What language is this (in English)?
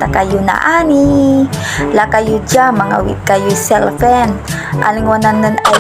Pangasinan